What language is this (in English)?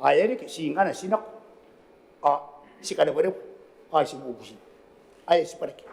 Gilbertese